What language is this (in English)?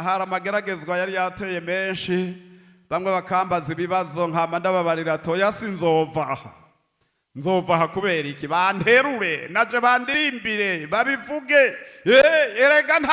Rundi